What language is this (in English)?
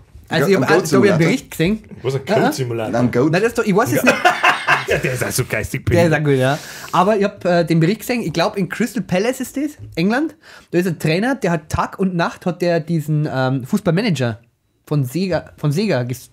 Bavarian